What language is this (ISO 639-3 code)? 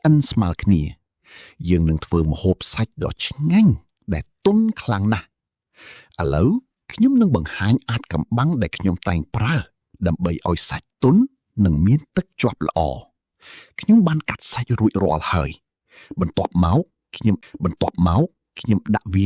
khm